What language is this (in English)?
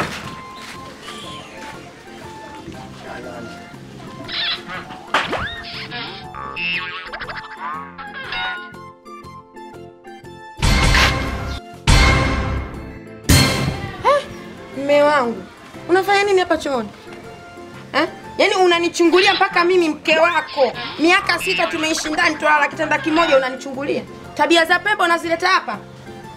Swahili